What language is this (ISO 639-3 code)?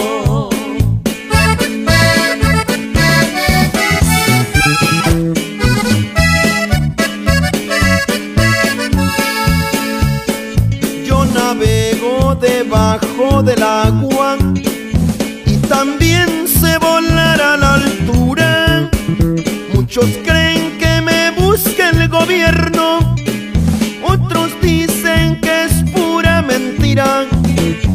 spa